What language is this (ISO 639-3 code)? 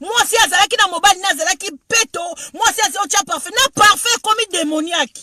lin